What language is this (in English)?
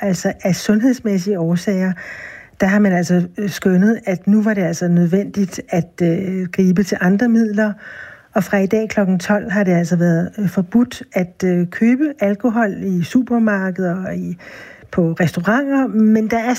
Danish